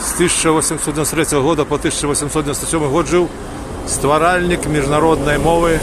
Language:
Belarusian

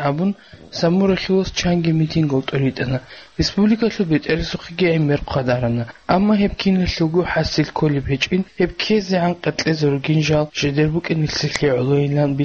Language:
Avaric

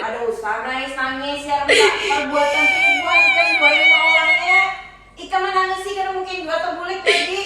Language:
Banjar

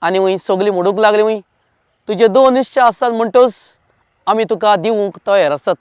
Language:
Konkani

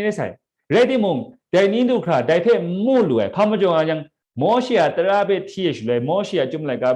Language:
Kachin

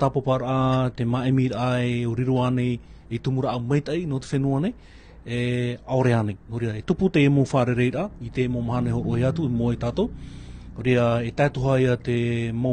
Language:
Tahitian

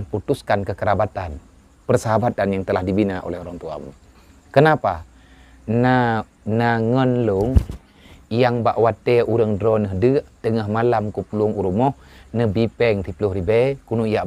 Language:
Achinese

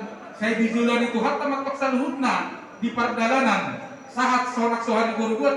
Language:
Batak Toba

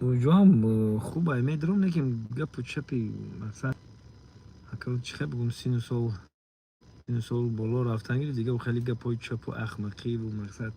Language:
Tajik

